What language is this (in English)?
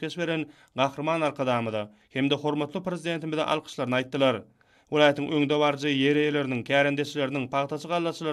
Turkmen